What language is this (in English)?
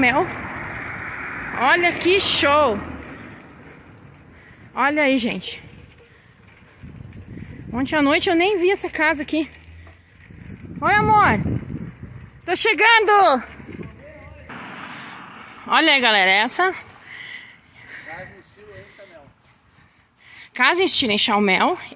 Portuguese